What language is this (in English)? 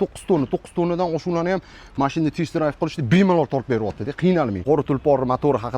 Uzbek